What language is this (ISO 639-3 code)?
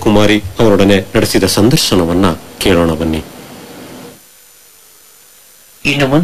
kan